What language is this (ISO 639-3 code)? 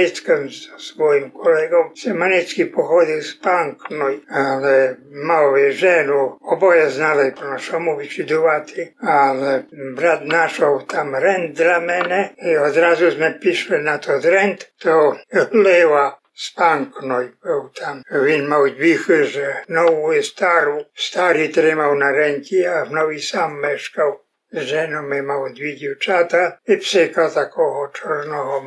rue